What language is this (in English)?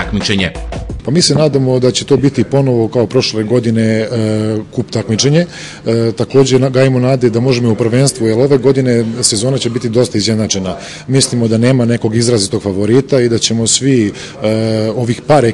Serbian